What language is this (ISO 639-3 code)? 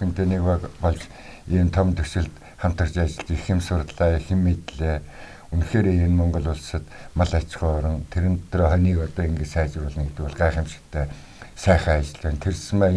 mon